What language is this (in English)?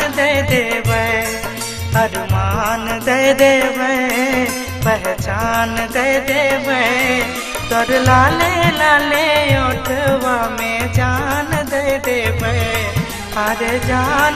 Bhojpuri